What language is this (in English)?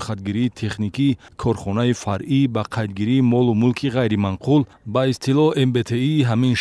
Tajik